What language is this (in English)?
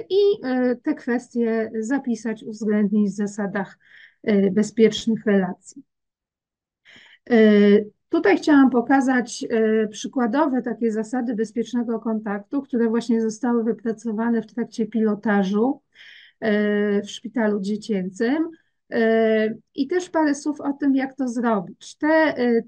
Polish